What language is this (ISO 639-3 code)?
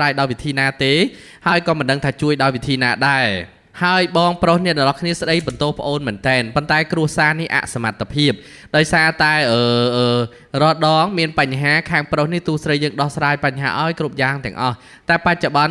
khm